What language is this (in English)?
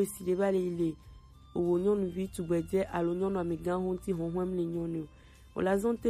Gen